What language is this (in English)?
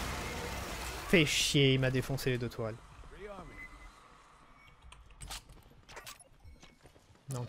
French